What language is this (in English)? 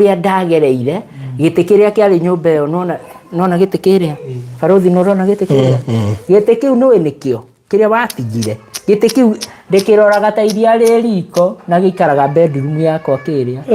Kikuyu